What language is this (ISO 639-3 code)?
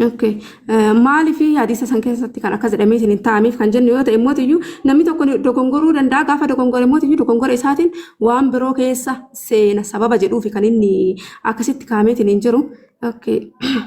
orm